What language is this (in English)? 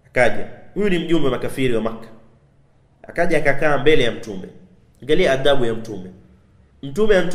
Swahili